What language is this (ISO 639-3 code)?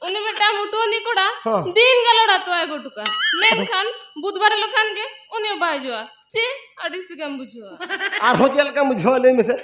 sat